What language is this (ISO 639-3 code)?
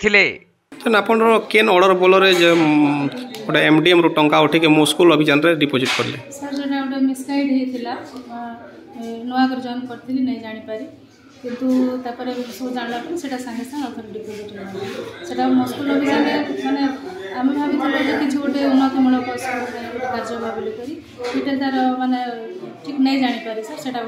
ori